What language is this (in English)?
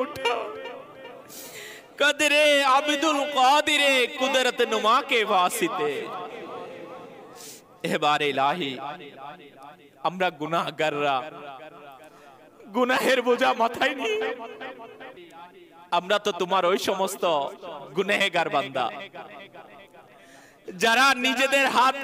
Bangla